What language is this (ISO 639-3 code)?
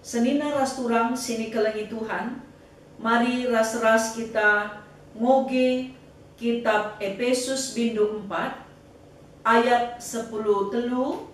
btx